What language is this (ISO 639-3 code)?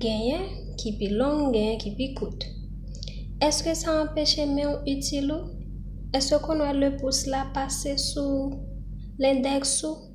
hat